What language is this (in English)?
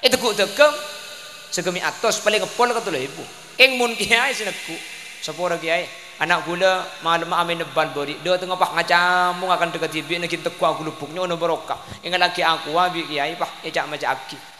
Madurese